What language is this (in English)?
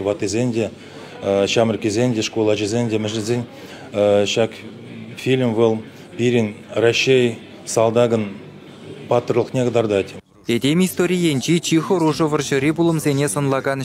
Chuvash